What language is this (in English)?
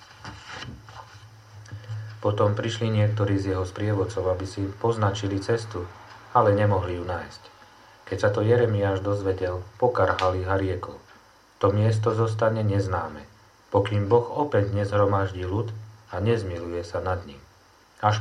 Slovak